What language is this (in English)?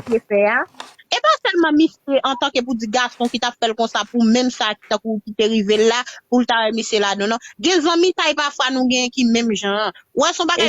Haitian Creole